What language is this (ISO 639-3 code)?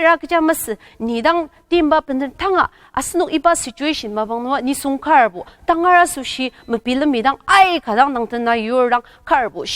njo